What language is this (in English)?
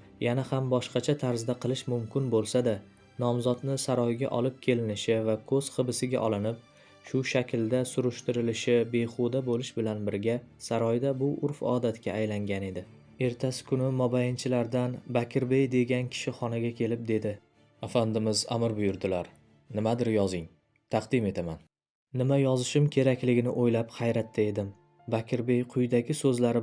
Uzbek